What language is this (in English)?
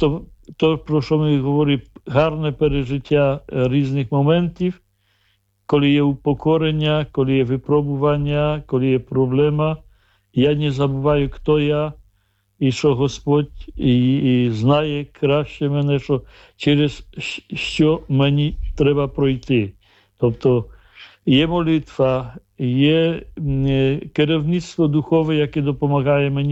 Ukrainian